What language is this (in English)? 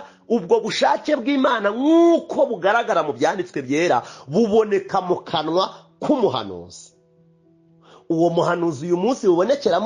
Kinyarwanda